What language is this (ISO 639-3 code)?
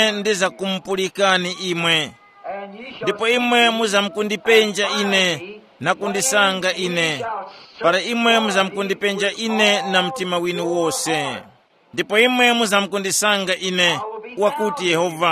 tum